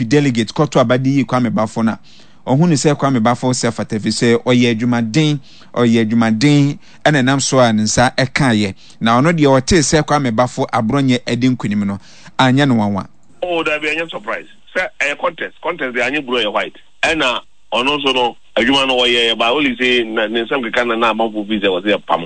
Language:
Akan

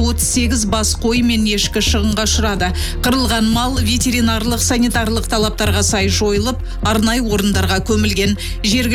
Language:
Kazakh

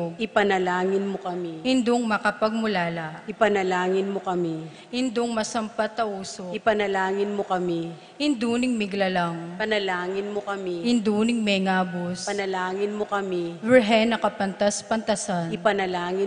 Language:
Pampanga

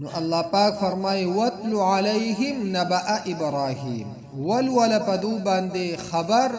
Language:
Pashto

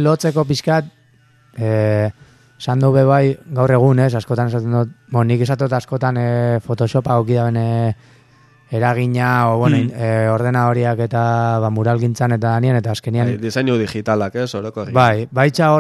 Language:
Basque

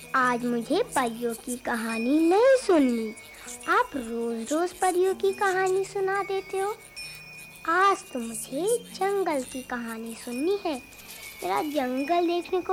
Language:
Hindi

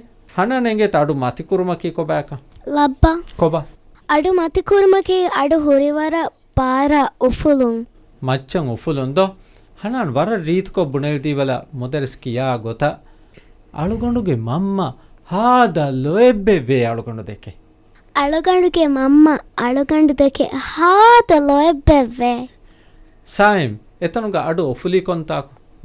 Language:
Divehi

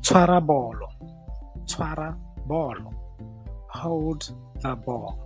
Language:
Tswana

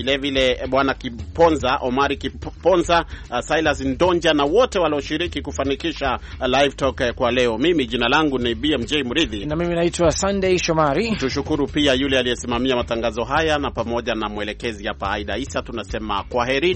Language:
Swahili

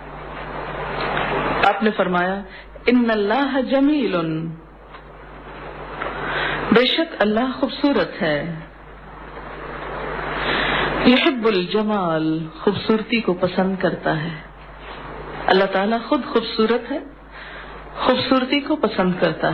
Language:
Urdu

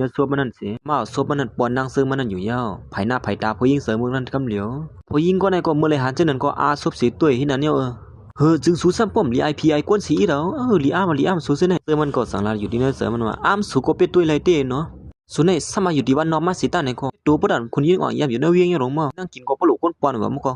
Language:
Shan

